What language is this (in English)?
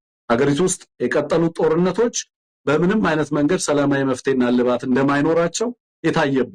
Amharic